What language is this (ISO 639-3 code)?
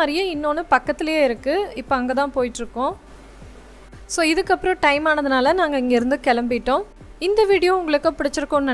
tam